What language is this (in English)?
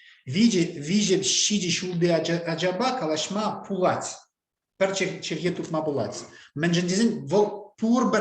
Chuvash